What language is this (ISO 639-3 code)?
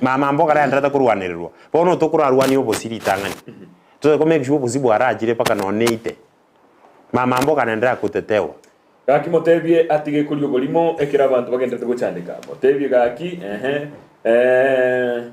guz